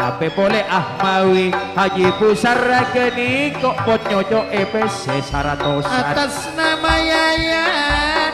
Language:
Madurese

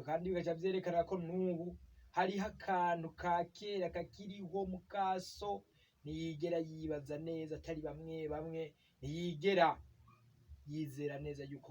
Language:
Rundi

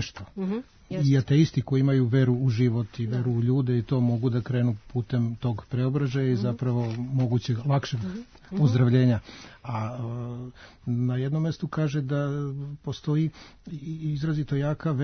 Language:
Serbian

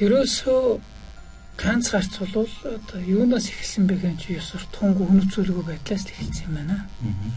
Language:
Mongolian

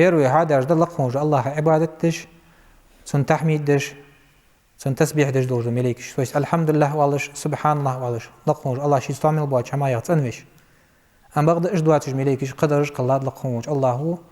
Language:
Ingush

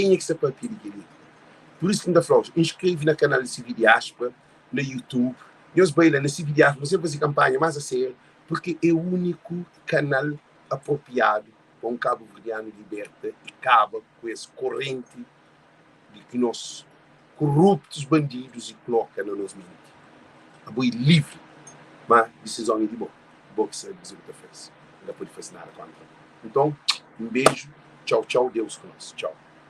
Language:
Kabuverdianu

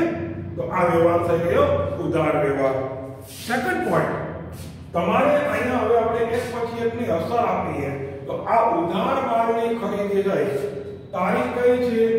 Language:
Gujarati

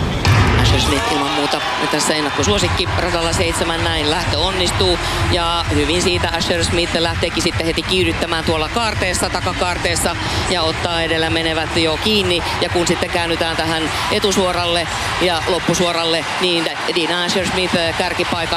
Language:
Finnish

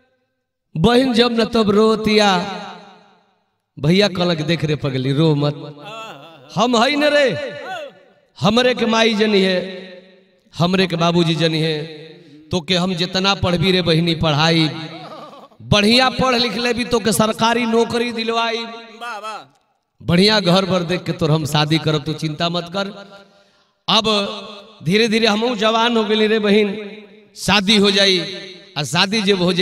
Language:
Bhojpuri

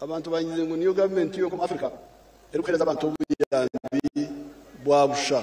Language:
Nyankole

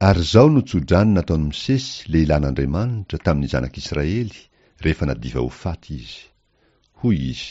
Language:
Malagasy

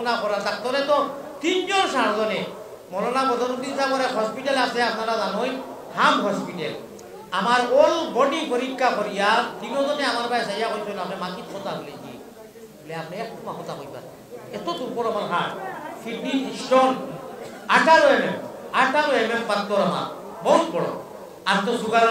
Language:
Sylheti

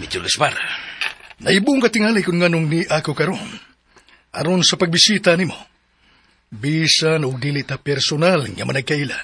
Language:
Cebuano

